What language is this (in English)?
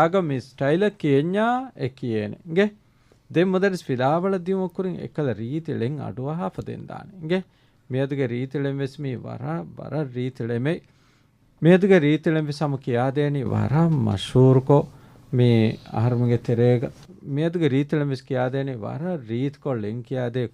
Divehi